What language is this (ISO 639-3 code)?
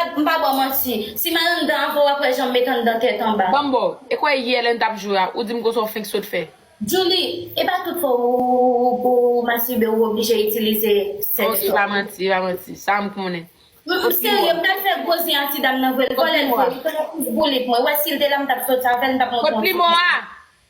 hat